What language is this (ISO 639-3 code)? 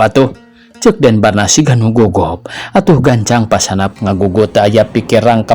sun